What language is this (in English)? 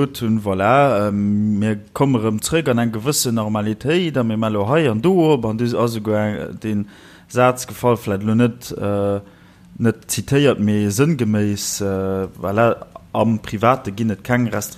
Luxembourgish